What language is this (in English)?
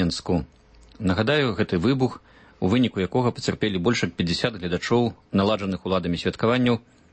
Belarusian